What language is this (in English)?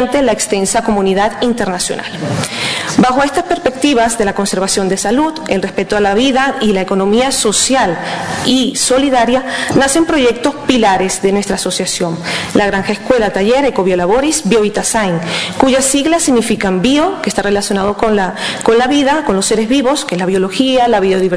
Spanish